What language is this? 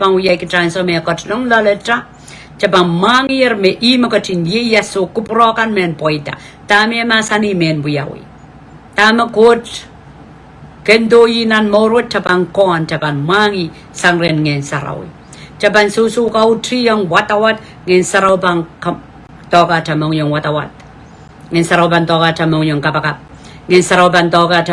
Pohnpeian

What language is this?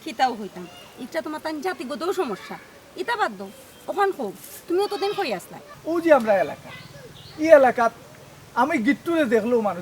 Sylheti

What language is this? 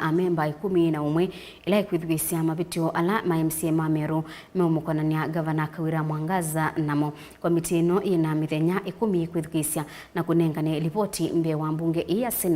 Kamba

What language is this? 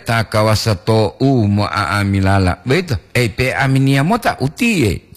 Gorontalo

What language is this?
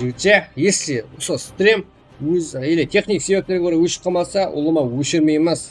Kara-Kalpak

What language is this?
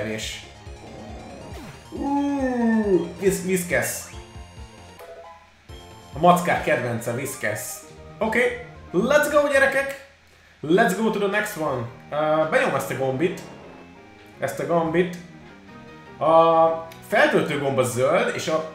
Hungarian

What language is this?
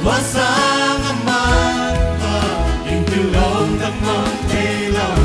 Paite Chin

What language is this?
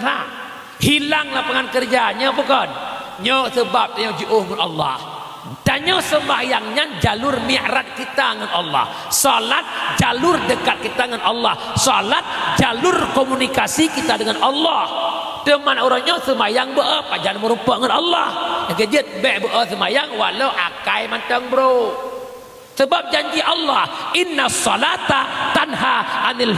Achinese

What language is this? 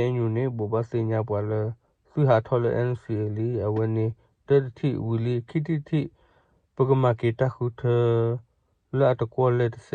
S'gaw Karen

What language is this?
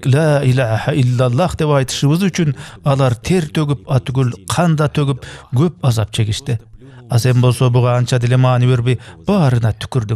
Kyrgyz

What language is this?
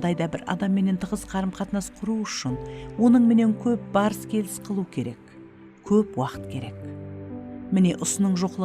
Kara-Kalpak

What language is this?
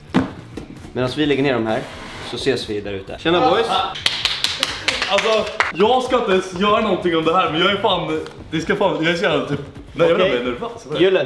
Swedish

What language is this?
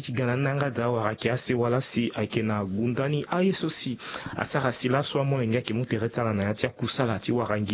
Sango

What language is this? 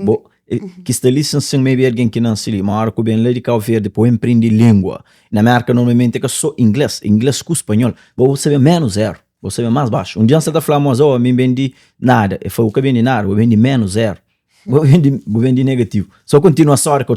Kabuverdianu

